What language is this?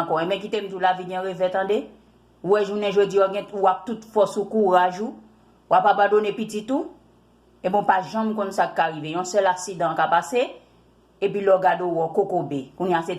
Haitian Creole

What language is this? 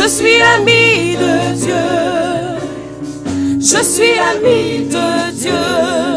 French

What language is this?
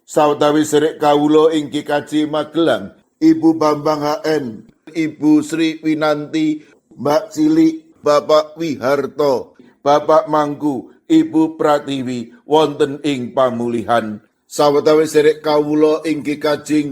Javanese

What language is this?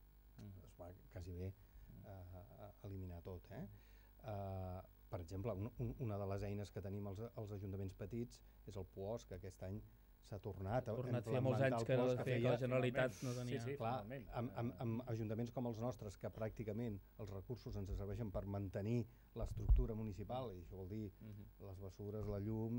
Catalan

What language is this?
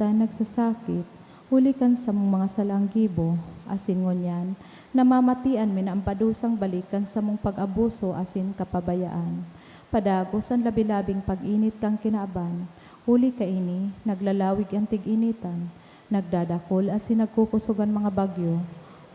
Bikol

